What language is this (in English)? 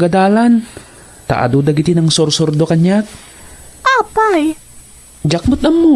Iloko